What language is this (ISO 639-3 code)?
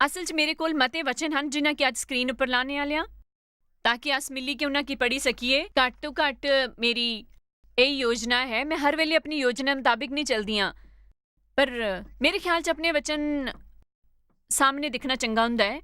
doi